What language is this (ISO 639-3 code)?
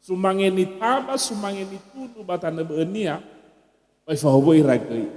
nia